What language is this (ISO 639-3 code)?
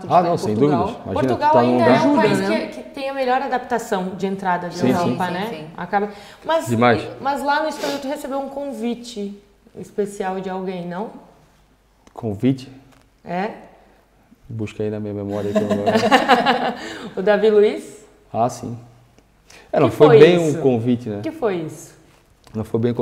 por